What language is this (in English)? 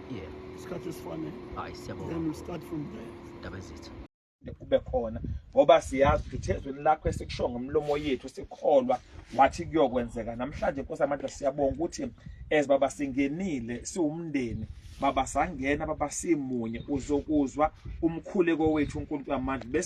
Zulu